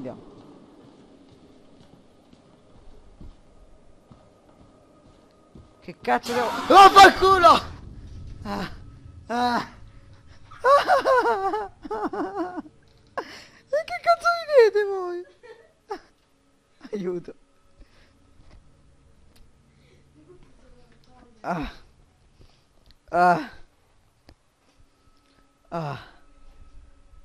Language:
Italian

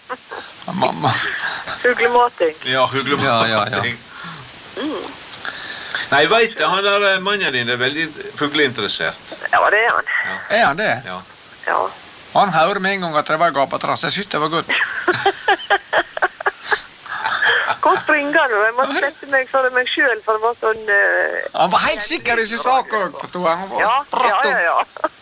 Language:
Norwegian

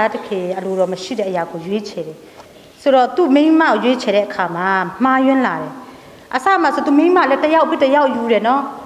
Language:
Burmese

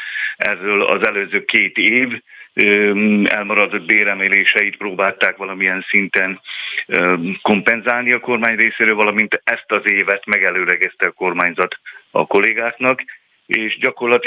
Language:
Hungarian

